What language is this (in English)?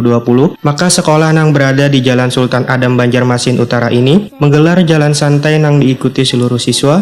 Banjar